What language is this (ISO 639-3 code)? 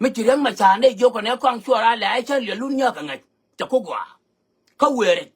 nus